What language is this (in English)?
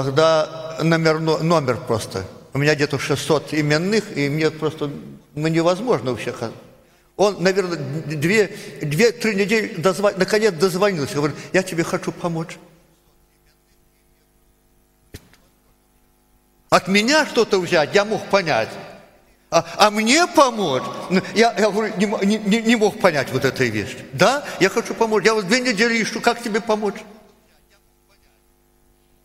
Russian